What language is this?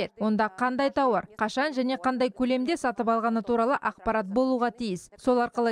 Kazakh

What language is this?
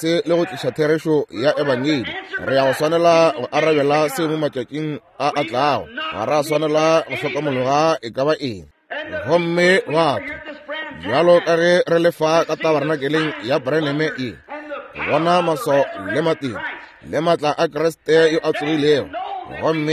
Northern Sotho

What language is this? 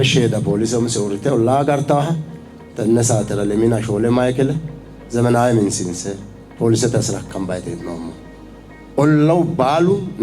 Sidamo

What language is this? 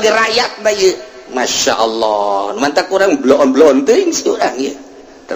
Sundanese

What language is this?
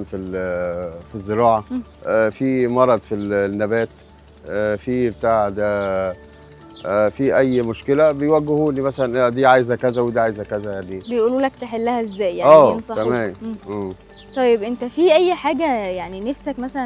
Egyptian Arabic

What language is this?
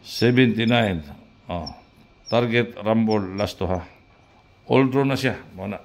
Cebuano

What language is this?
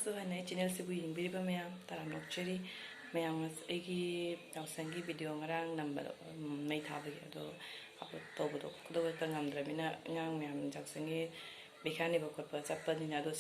Manipuri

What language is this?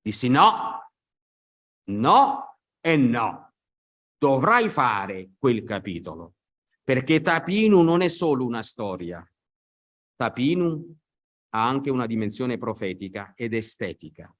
Italian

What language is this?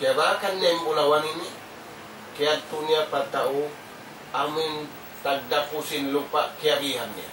Tausug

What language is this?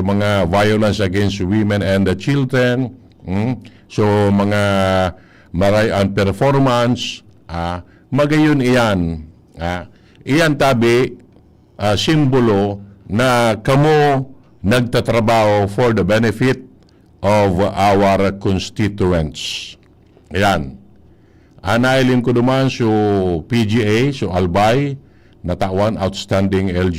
Bikol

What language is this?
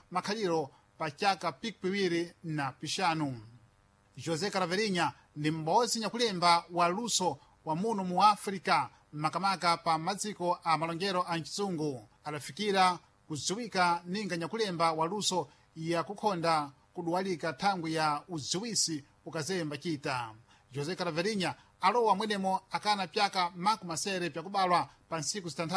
Sena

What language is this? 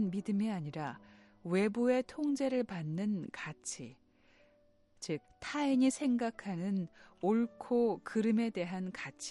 Korean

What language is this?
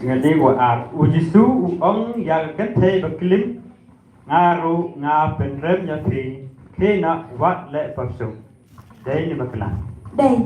Khasi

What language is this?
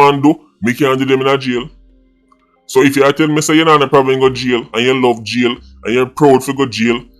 Jamaican Creole English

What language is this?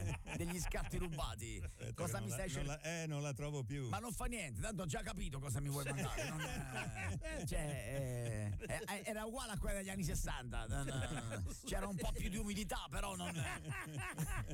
Italian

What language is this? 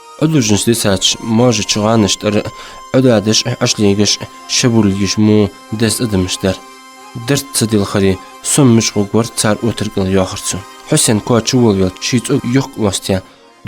Ingush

